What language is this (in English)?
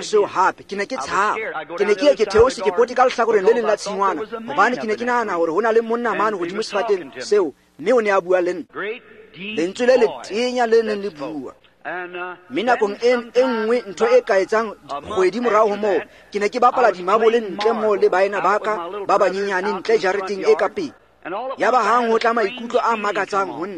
Tswana